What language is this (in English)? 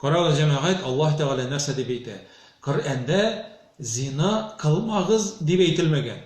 Tatar